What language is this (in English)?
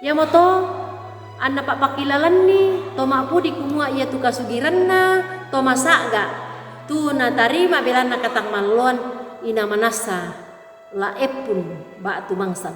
Toraja-Sa'dan